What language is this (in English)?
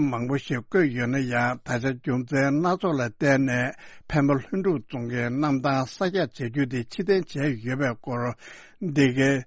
Tibetan